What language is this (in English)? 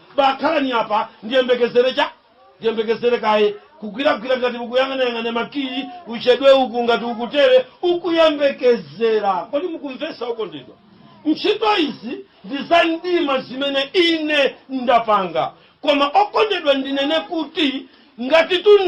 Nyanja